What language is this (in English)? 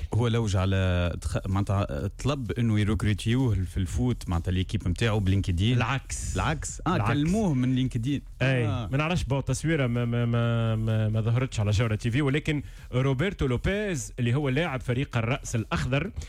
Tunisian Arabic